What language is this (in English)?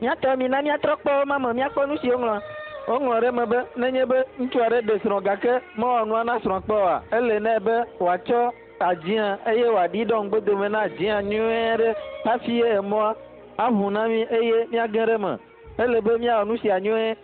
Ewe